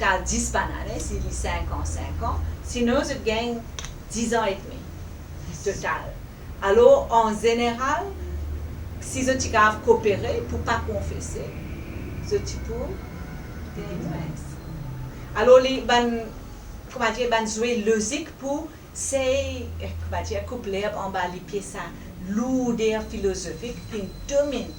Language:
Morisyen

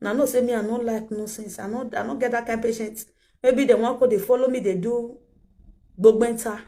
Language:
Nigerian Pidgin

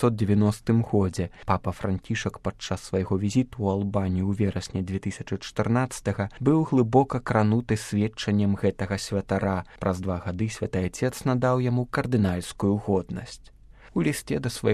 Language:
Belarusian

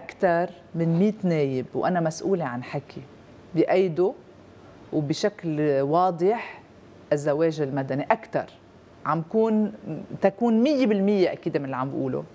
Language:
North Levantine Arabic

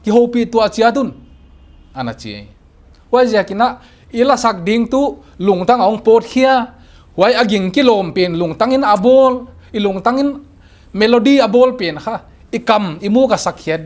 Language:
Paite Chin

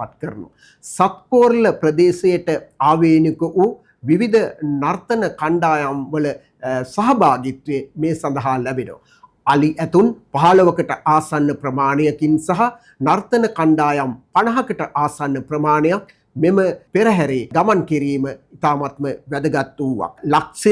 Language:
Sinhala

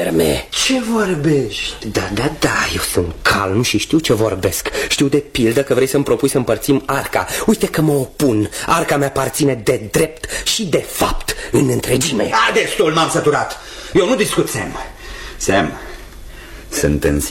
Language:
Romanian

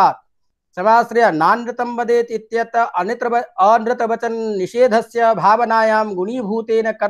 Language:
Sanskrit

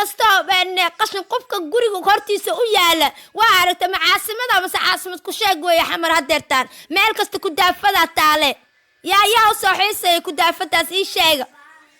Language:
Somali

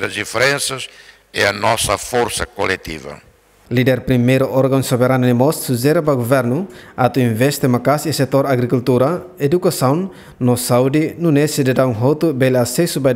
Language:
Tetum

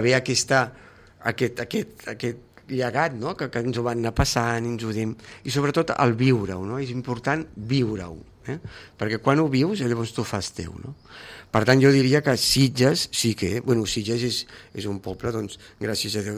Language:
Catalan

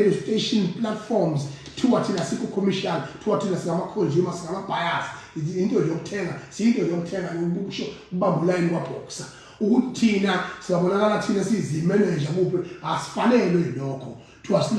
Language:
Zulu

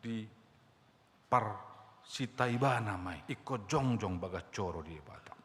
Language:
Batak Toba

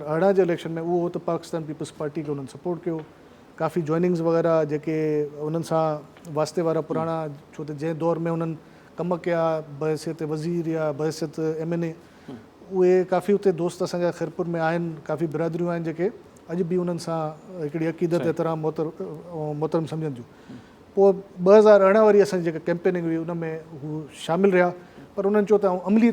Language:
Sindhi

